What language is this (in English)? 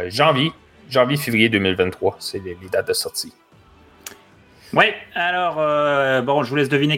French